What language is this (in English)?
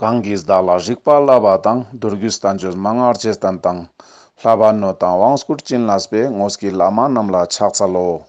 Ladakhi